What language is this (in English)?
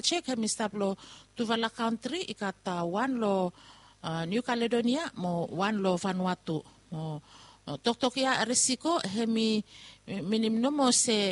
Bislama